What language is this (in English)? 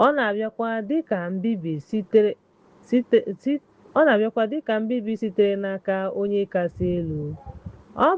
Igbo